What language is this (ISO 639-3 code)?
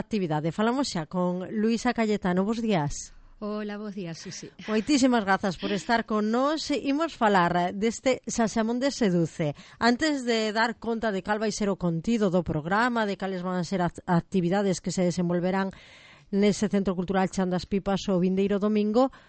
glg